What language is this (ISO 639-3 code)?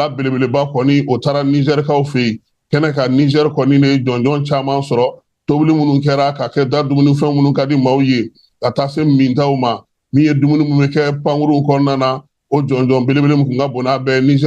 bam